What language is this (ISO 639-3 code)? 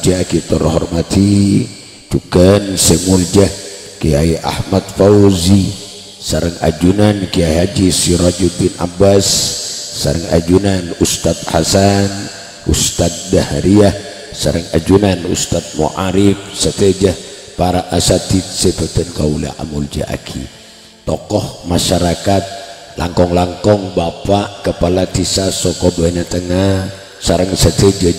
mad